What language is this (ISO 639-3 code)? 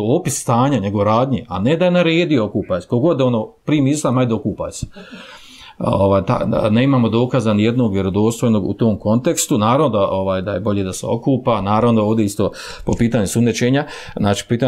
bos